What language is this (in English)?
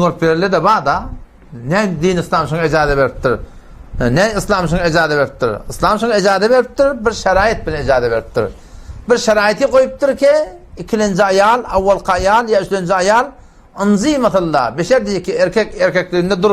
Turkmen